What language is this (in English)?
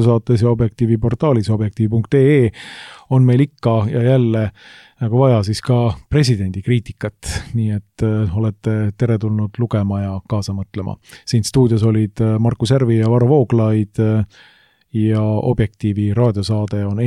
Estonian